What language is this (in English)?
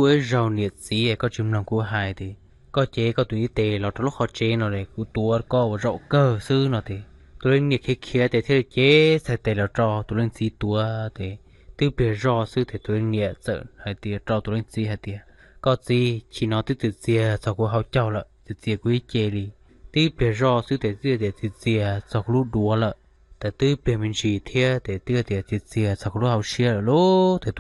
Hmong